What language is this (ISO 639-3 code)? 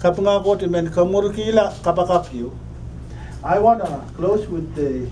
pon